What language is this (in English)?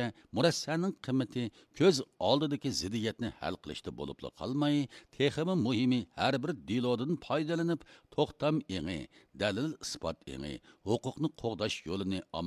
Uyghur